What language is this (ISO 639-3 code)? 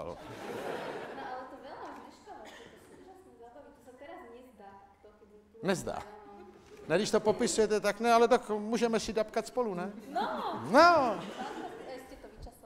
ces